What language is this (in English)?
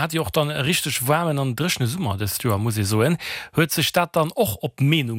Luxembourgish